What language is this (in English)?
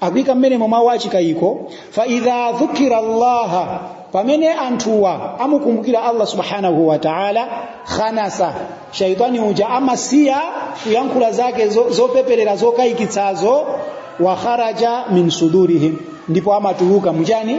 Nyanja